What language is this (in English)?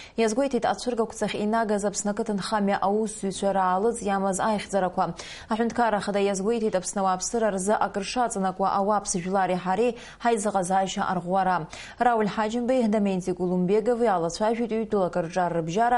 Abkhazian